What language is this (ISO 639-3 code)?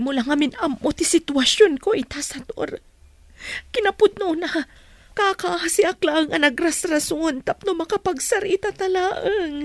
ilo